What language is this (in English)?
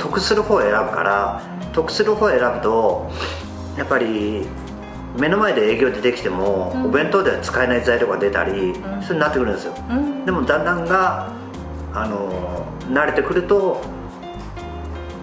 Japanese